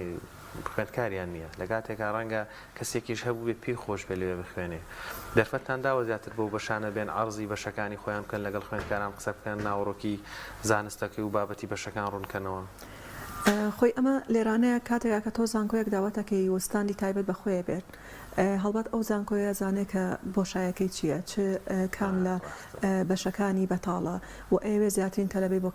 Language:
Central Kurdish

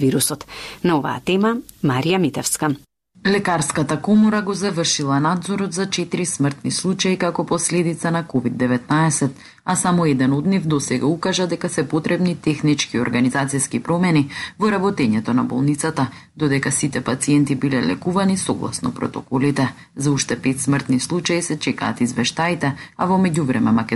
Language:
Macedonian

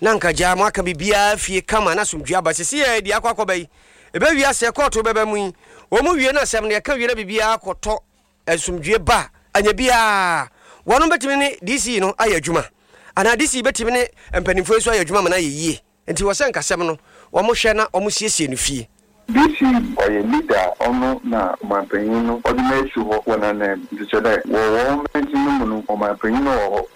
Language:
Akan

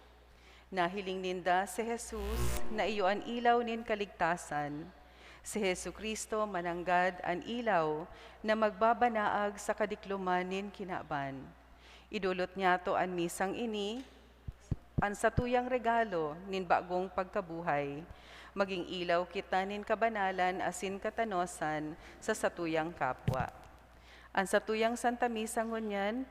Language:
Bikol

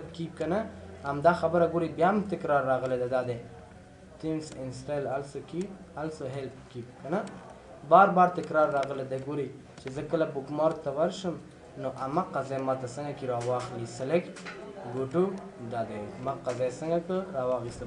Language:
Pashto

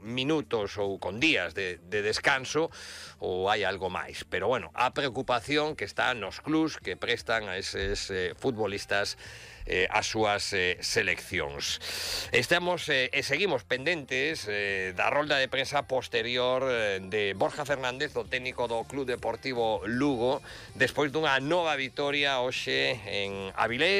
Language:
Galician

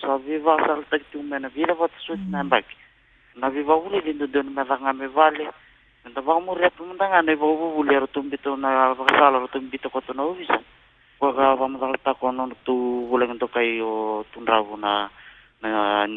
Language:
Fijian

